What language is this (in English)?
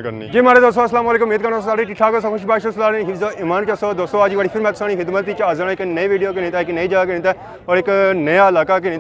Pahari-Potwari